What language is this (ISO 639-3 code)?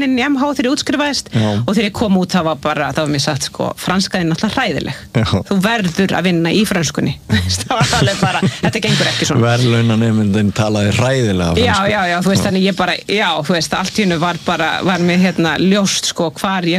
isl